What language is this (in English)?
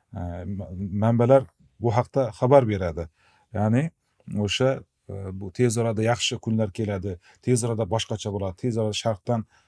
Uzbek